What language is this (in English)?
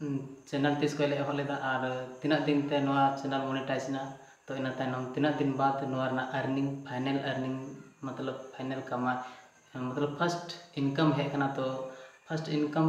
Santali